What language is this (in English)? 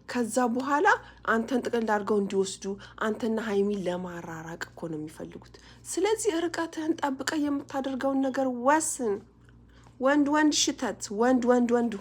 Amharic